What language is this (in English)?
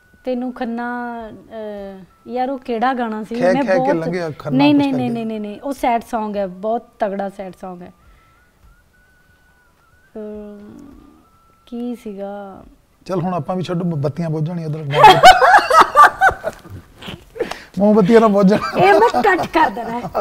Punjabi